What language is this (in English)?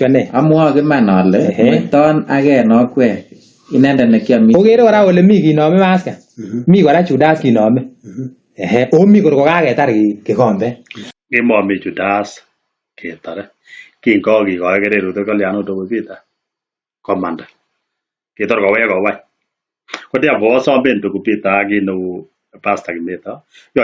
Kalenjin